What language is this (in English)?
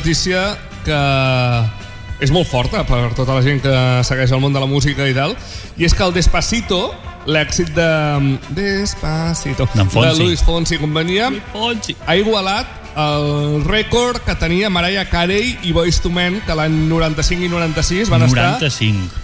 Catalan